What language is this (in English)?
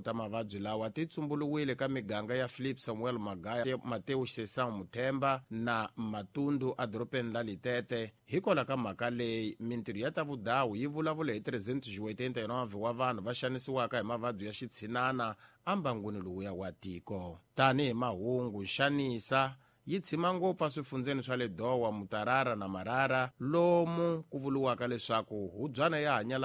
Tsonga